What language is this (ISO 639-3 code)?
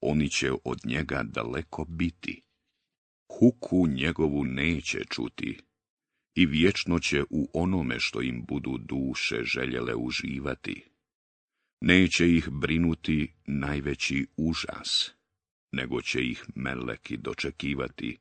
bos